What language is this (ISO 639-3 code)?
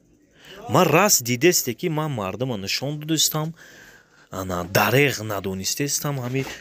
tgk